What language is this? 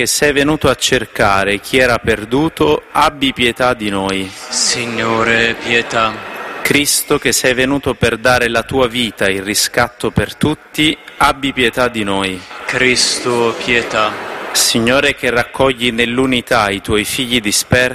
Italian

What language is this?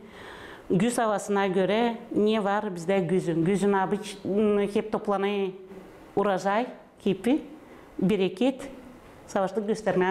Gagauz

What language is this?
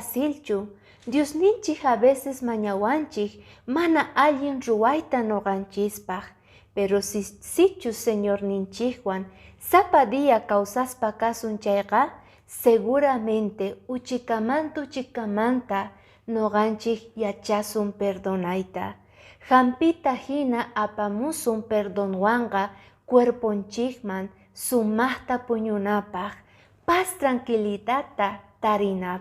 Quechua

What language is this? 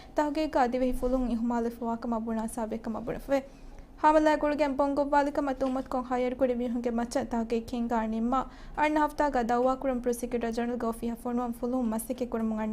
Divehi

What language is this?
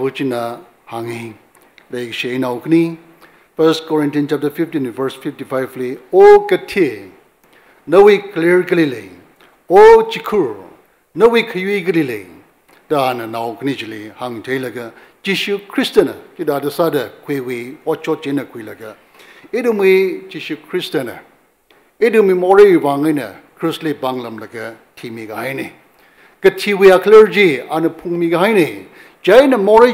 Tangkhul Naga (India)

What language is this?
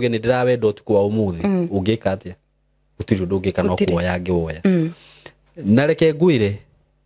Kikuyu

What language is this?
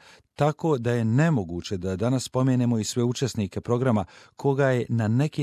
Bosnian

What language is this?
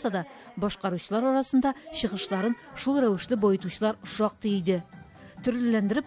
Tatar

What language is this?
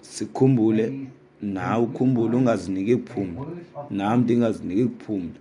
Xhosa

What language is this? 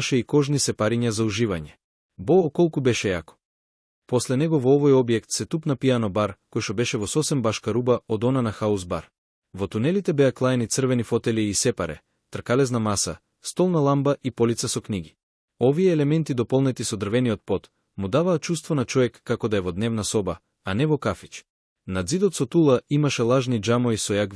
Macedonian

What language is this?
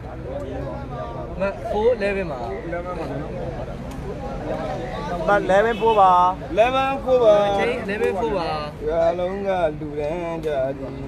Burmese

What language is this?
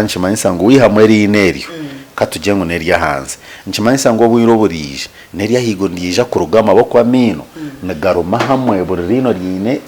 Nyankole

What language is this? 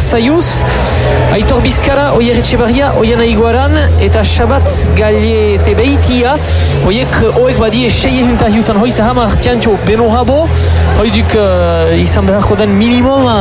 Basque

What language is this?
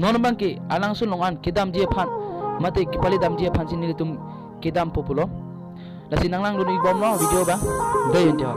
Karbi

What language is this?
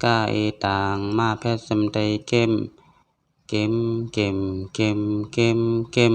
Shan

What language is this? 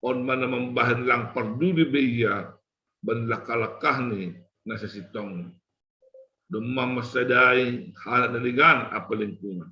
Batak Simalungun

